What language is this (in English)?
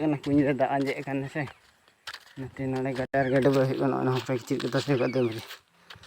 Santali